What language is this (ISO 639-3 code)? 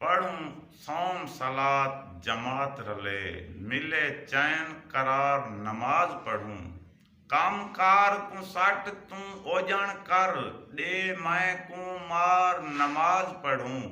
skr